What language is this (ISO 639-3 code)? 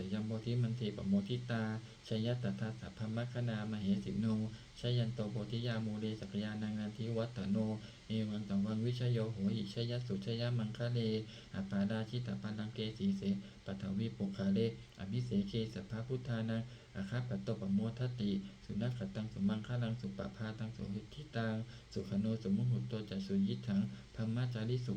pli